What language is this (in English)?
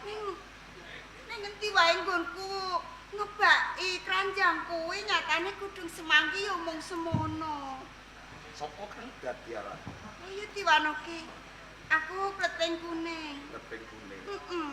Javanese